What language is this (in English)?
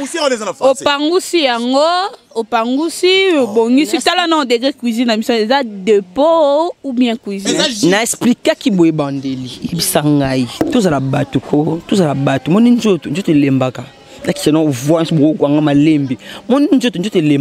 Lingala